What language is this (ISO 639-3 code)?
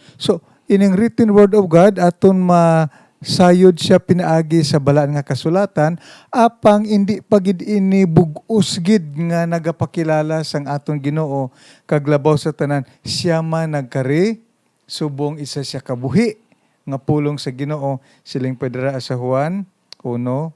hil